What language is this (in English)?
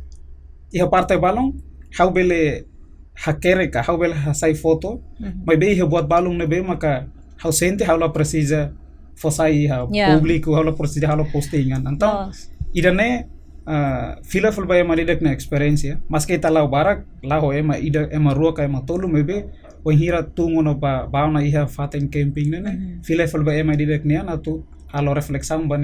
Tetum